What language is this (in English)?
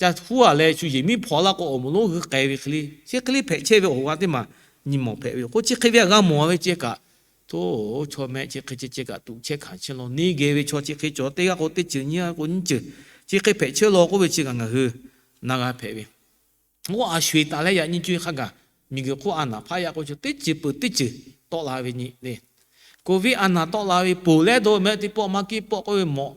Lahu